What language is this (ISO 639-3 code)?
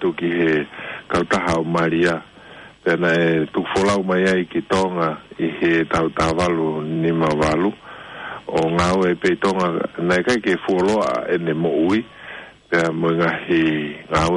ton